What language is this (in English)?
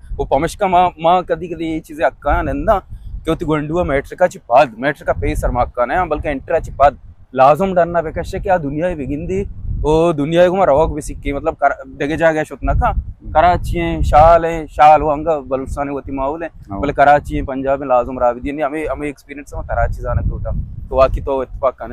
Baluchi